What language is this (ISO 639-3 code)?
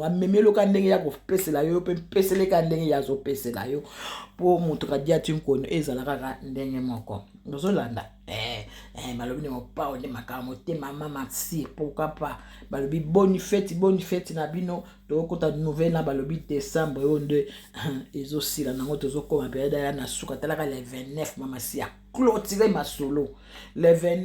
lin